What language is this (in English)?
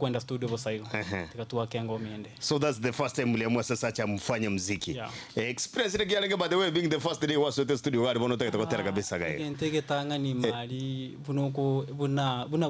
Gusii